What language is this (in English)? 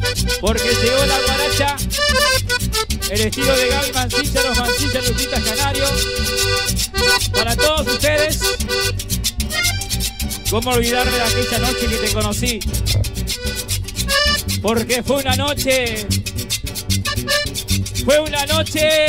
Spanish